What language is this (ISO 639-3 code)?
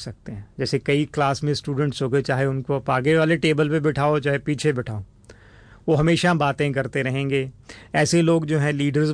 hin